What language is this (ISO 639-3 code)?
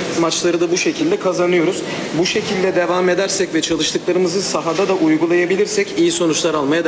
tur